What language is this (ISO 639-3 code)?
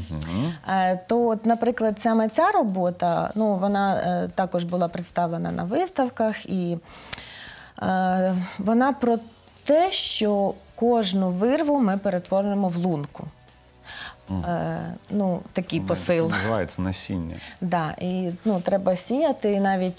ukr